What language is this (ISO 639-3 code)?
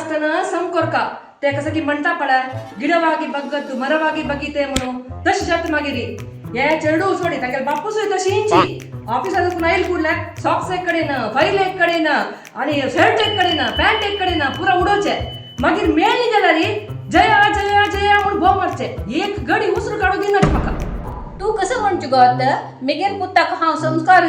kok